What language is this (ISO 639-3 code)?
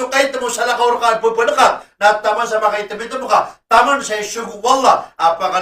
mrw